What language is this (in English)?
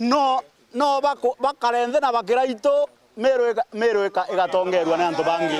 Meru